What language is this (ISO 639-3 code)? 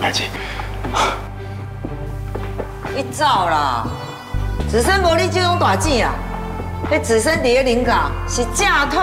nan